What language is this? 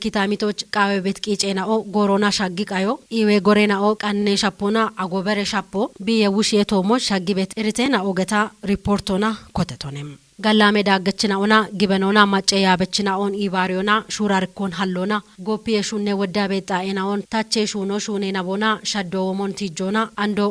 Kafa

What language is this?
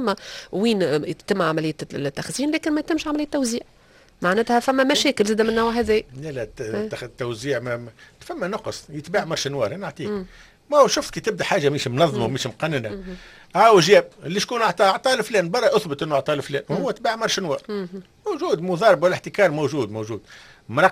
Tunisian Arabic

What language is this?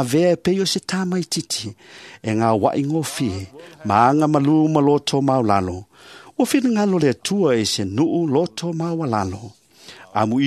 Samoan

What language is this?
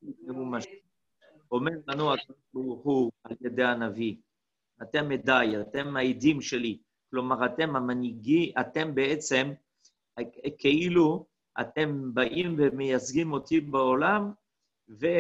Hebrew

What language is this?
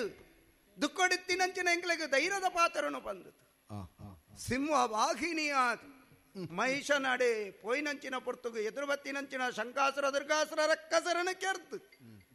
Tulu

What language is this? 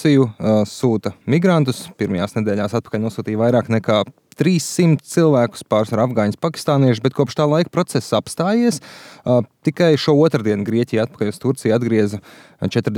Latvian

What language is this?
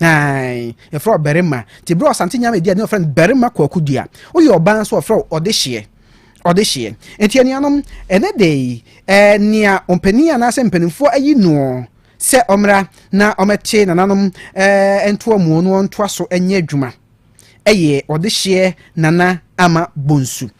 Akan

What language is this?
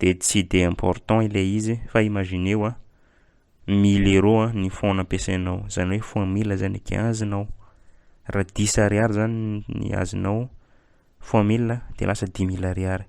Malagasy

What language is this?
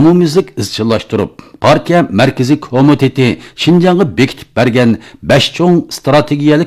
Uyghur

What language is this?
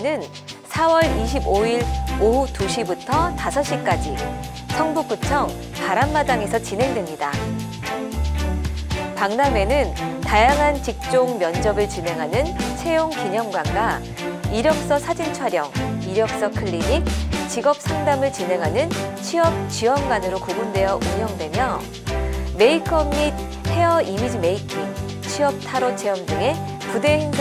Korean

